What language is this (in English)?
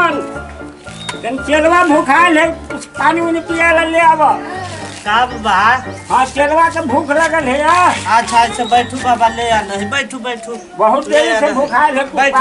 Magahi